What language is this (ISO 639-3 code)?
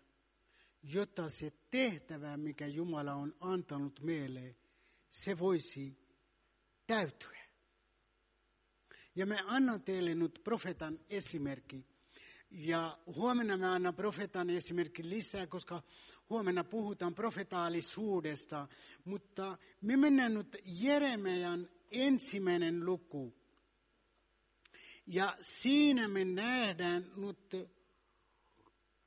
fin